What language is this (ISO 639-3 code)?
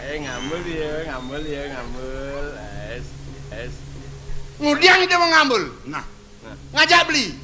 ban